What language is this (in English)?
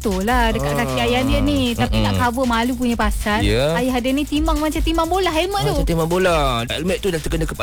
Malay